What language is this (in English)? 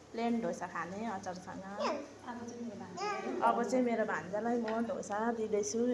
Nepali